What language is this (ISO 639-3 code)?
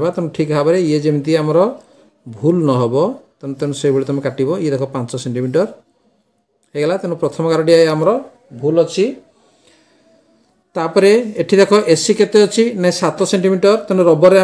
ori